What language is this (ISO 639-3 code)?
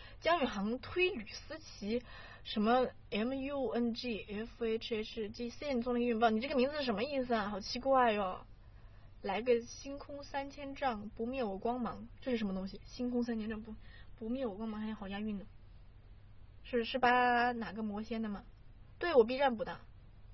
zho